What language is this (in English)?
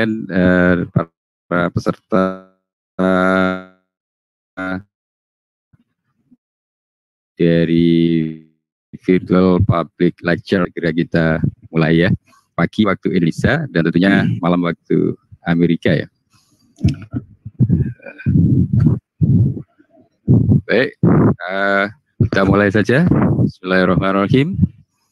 Indonesian